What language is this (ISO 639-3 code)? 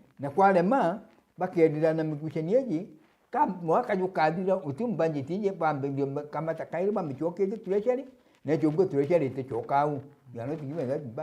mer